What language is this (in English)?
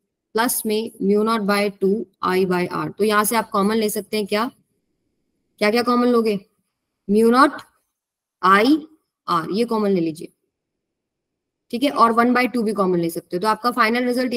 Hindi